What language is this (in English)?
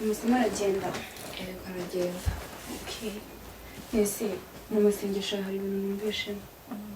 Kinyarwanda